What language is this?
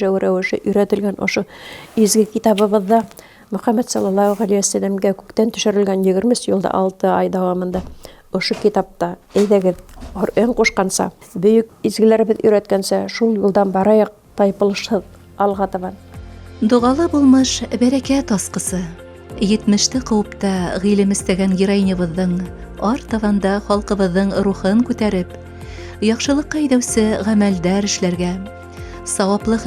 Bashkir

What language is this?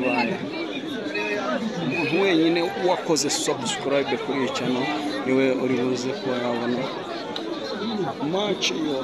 Kinyarwanda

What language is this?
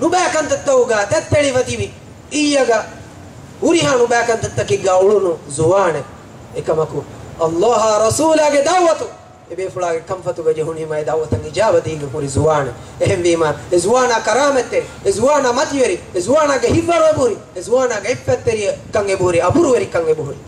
Divehi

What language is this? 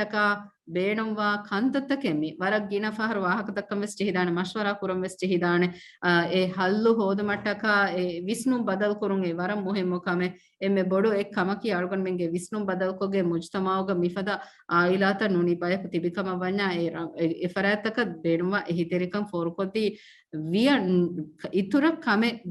Divehi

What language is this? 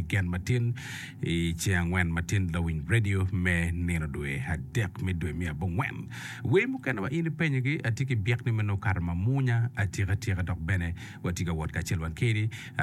Acoli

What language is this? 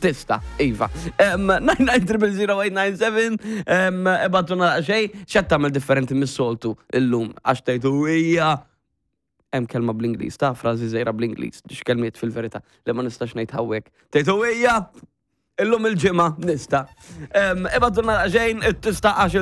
Maltese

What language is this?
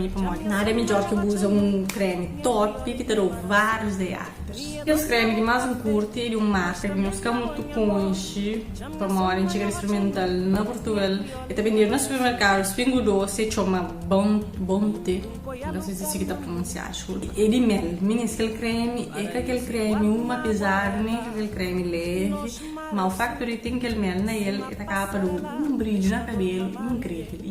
Kabuverdianu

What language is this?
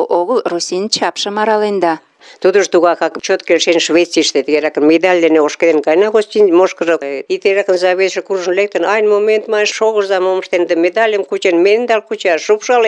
Mari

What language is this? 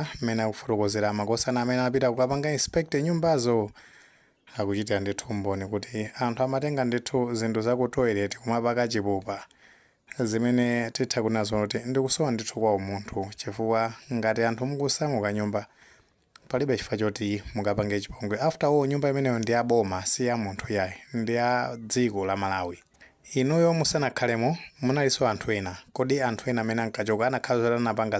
Nyanja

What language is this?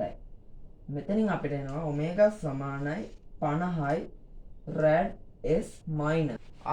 Sinhala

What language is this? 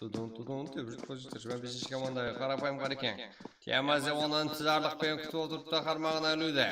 Kara-Kalpak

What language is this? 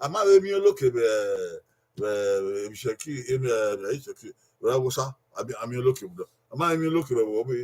Bini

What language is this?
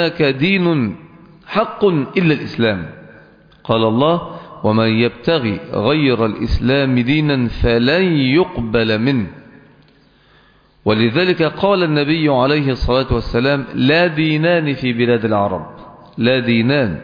Arabic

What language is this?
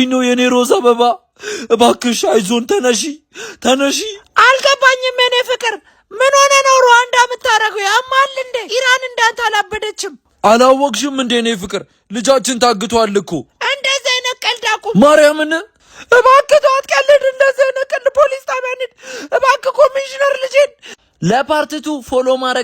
Amharic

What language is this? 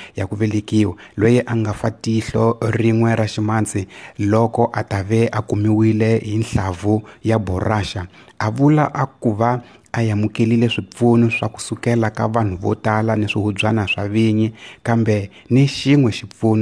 Tsonga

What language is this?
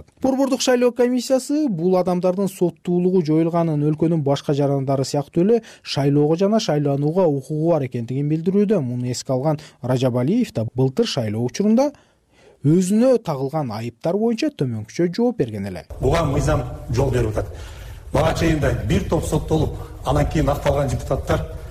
Kyrgyz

